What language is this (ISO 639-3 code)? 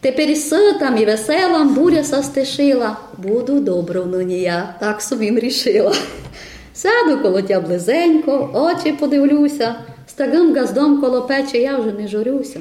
rue